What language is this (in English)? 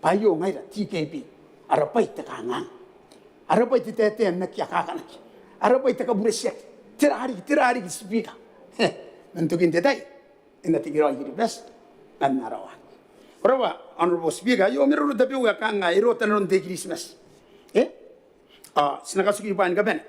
Gilbertese